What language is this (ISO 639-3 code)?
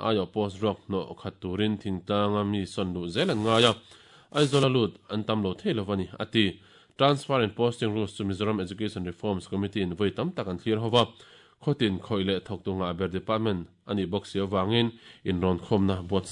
lus